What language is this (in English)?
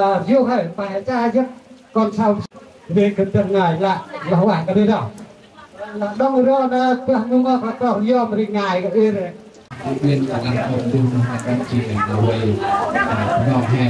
Central Mnong